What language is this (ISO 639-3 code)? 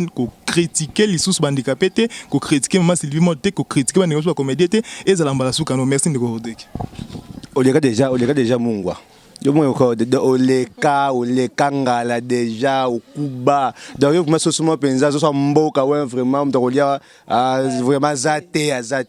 lin